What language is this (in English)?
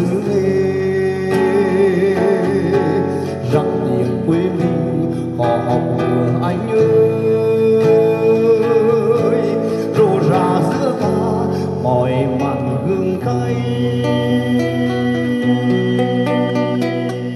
Vietnamese